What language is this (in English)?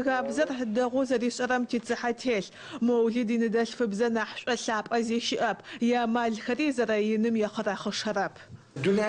Adyghe